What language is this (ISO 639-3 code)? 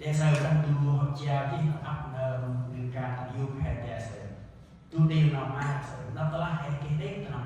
cmo